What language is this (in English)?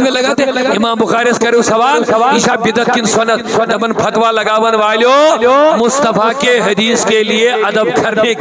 Kashmiri